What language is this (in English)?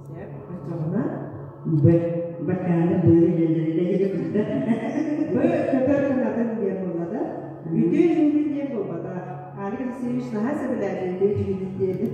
Yakut